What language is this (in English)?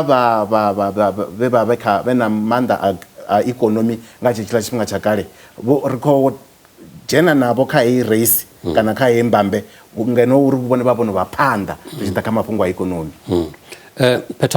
Venda